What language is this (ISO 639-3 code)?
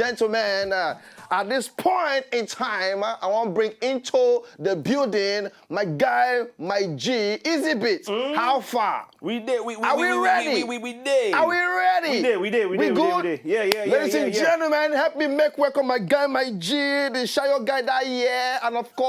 pcm